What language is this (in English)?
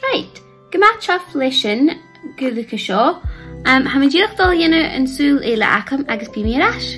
Scottish Gaelic